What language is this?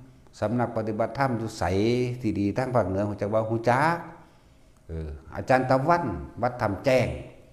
Northeastern Thai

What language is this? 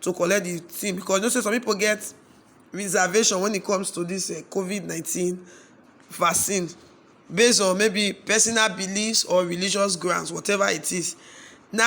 Nigerian Pidgin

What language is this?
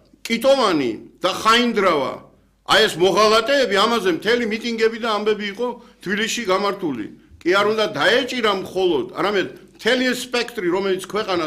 Georgian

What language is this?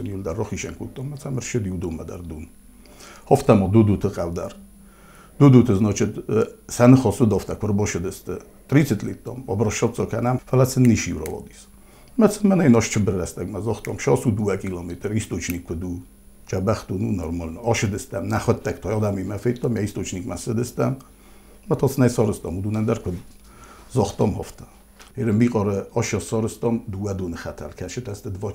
Ossetic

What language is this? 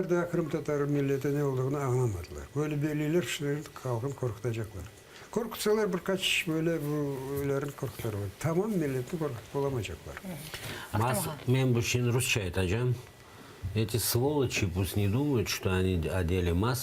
Crimean Tatar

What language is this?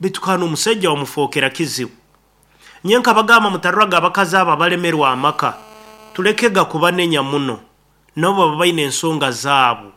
Nyankole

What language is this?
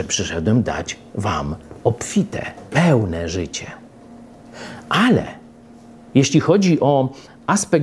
Polish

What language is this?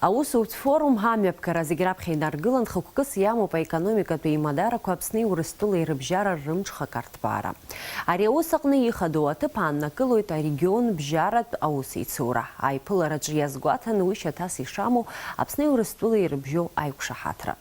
Abkhazian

